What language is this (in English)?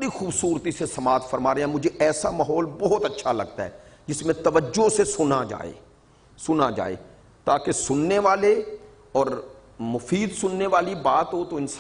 Urdu